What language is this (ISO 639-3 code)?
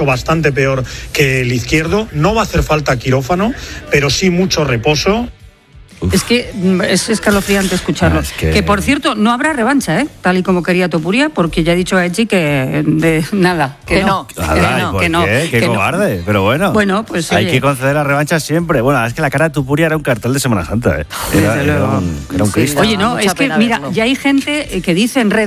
spa